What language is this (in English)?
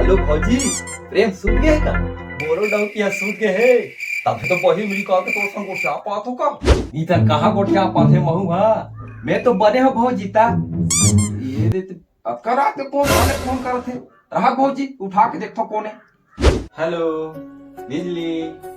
Chhattisgarhi